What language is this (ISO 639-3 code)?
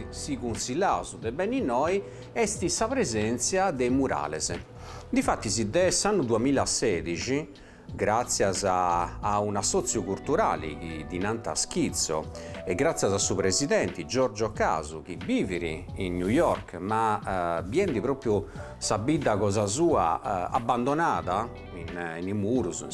srd